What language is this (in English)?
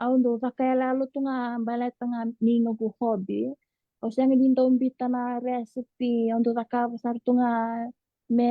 Fijian